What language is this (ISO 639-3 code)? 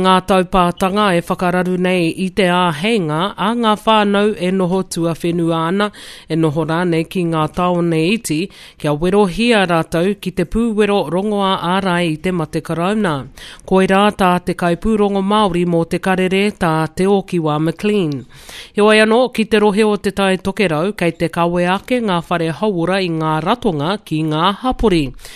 mri